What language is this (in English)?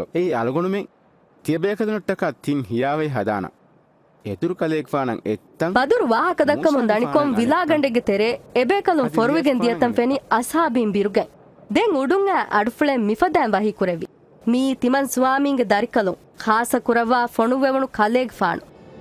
Divehi